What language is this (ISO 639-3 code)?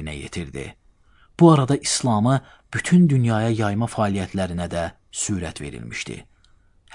aze